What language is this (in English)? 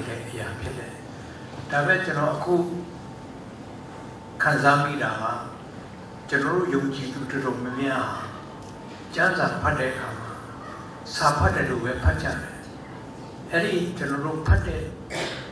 Burmese